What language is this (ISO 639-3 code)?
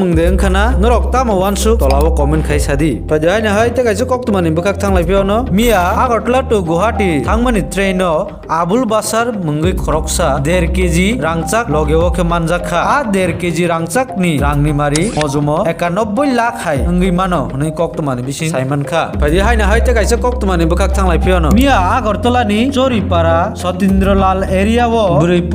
trp